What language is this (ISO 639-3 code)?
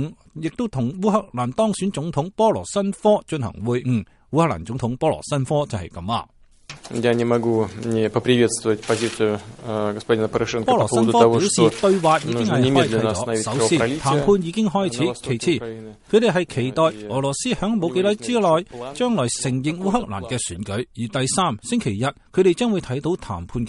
yue